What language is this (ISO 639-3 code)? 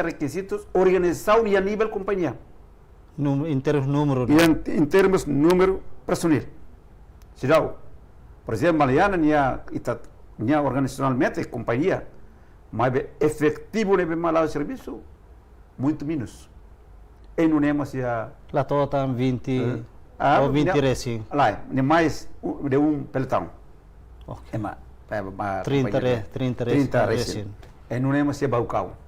tet